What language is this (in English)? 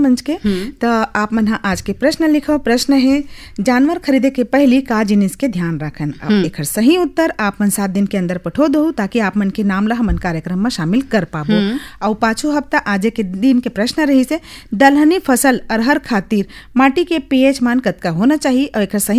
Chhattisgarhi